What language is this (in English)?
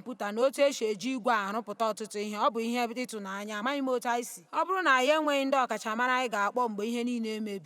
Igbo